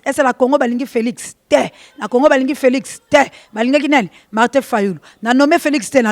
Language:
Lingala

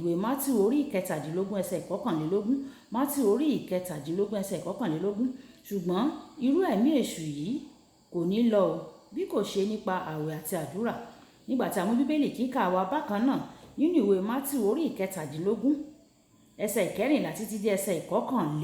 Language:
Yoruba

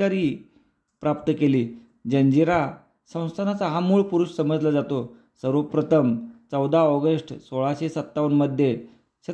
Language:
Marathi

